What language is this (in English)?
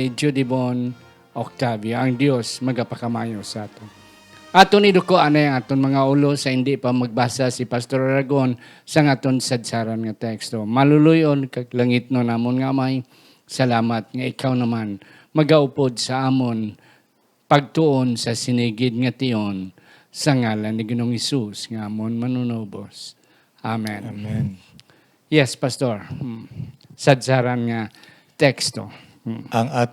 Hiligaynon